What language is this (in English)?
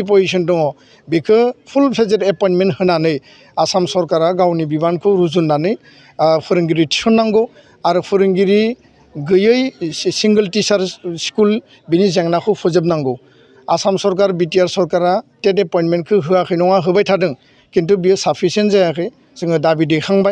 Bodo